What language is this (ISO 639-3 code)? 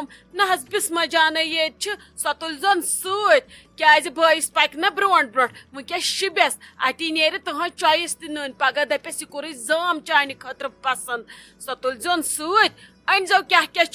kas